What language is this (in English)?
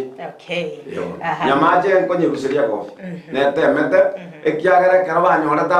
Gusii